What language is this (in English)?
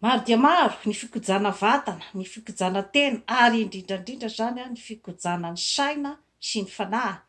Malagasy